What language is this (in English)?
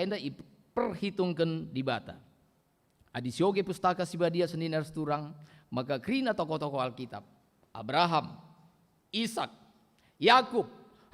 Batak Karo